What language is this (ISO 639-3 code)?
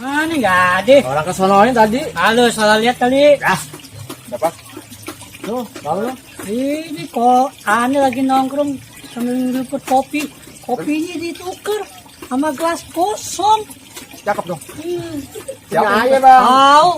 bew